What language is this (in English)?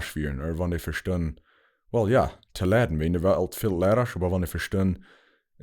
Plautdietsch